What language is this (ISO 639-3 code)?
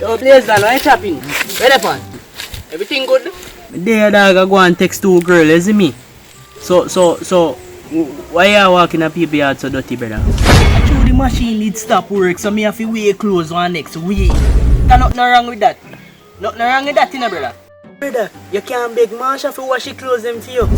jam